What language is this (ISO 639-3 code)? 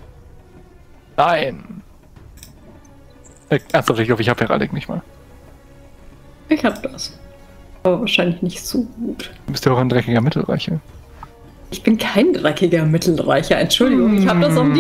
deu